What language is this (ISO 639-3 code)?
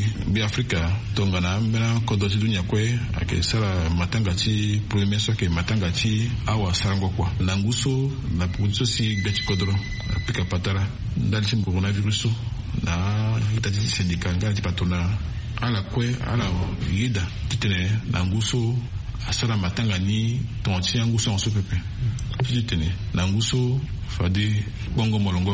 sag